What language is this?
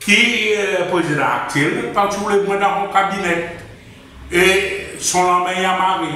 Seselwa Creole French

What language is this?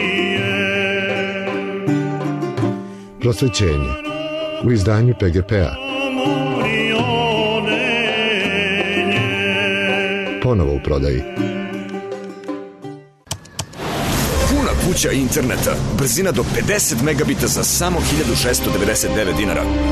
Serbian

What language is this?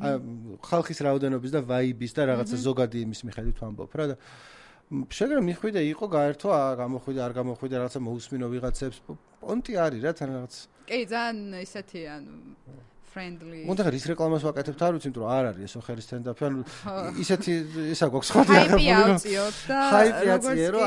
Georgian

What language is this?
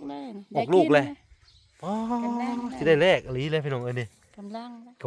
Lao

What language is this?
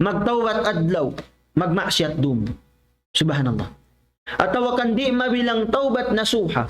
Tausug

